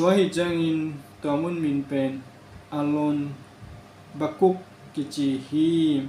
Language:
Tedim Chin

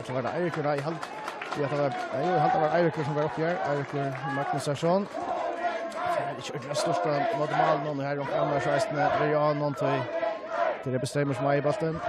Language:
Faroese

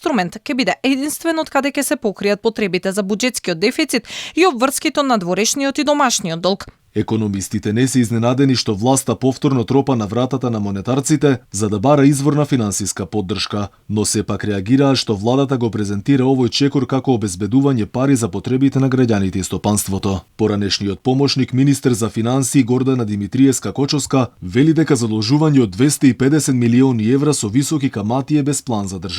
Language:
Macedonian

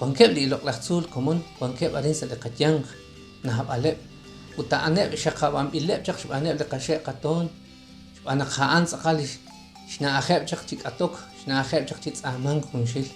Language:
Kekchí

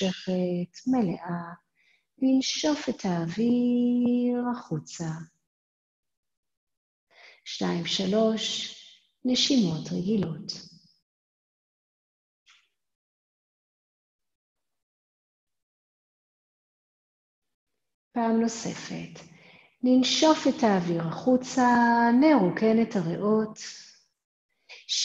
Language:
Hebrew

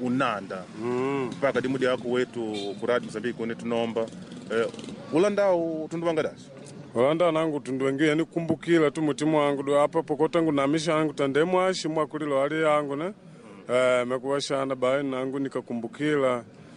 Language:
Makonde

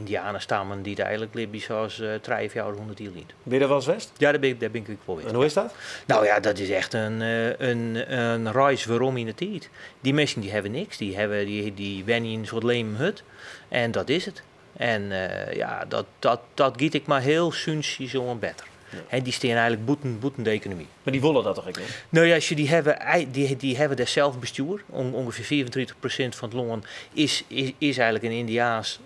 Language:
Western Frisian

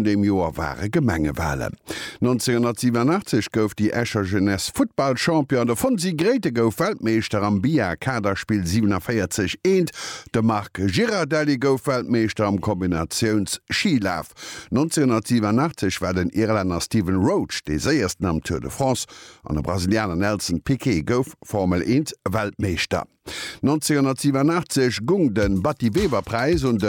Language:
Luxembourgish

